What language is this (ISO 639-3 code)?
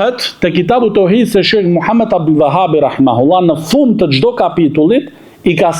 sqi